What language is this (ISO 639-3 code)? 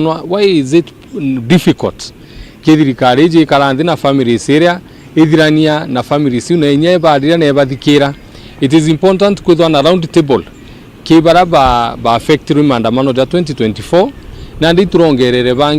mer